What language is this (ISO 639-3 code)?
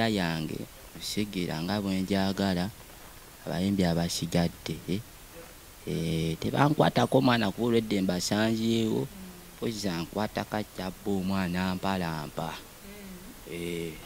lug